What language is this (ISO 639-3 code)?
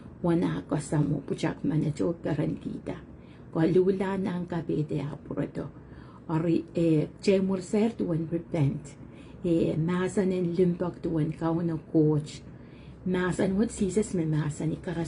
pon